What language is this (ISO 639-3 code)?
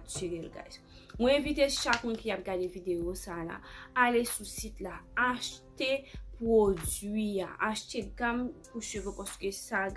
hat